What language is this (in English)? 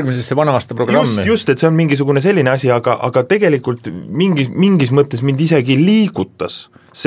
Estonian